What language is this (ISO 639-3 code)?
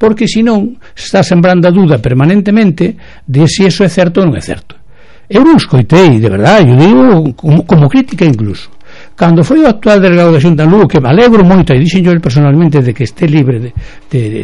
glg